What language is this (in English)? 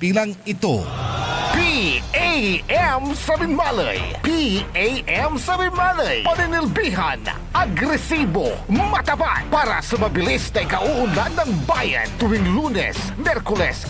Pangasinan